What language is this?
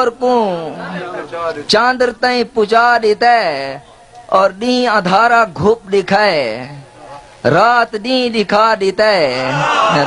Saraiki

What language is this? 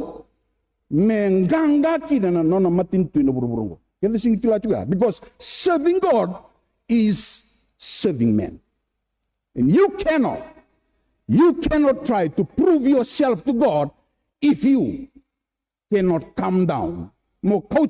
Fijian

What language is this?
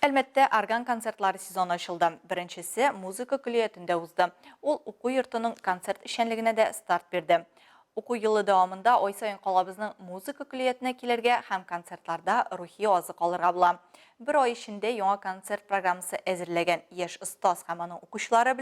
Tatar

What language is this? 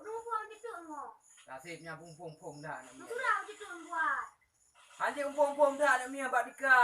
Achinese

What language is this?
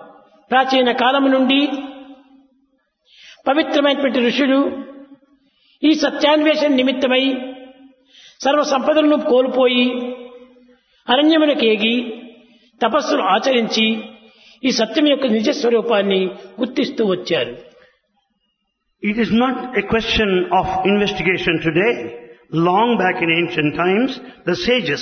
Telugu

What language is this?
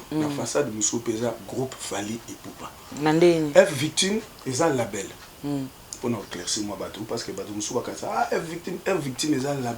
Lingala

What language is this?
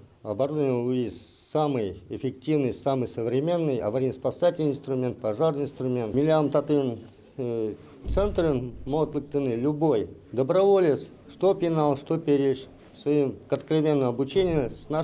Udmurt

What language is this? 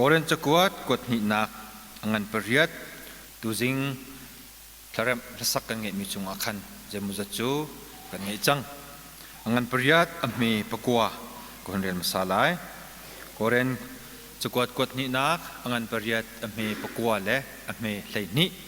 Hakha Chin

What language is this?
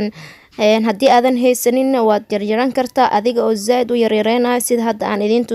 Somali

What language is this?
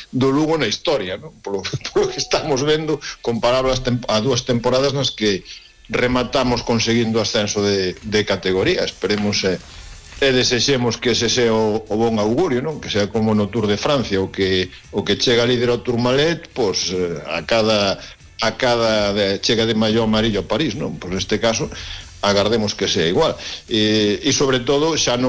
Galician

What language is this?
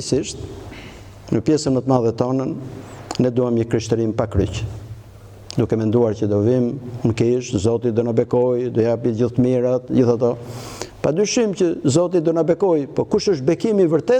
Albanian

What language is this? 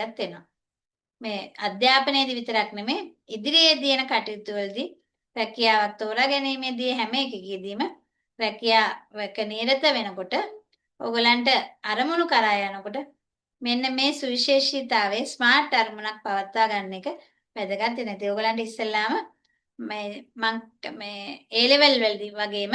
Sinhala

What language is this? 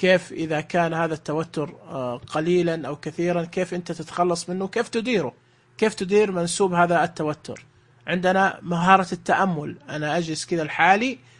Najdi Arabic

